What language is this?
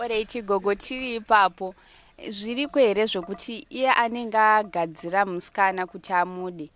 Shona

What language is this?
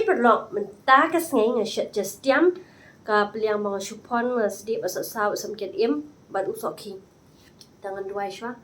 Khasi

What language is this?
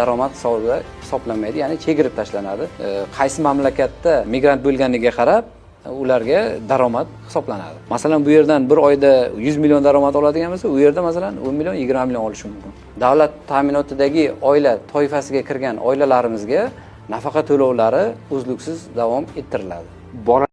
Uzbek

